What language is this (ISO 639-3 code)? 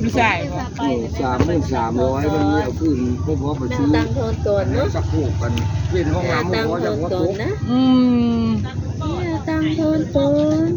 tts